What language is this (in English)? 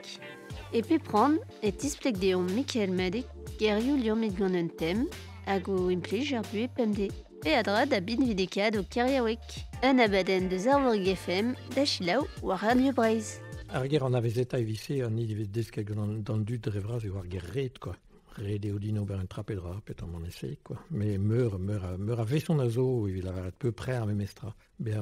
Breton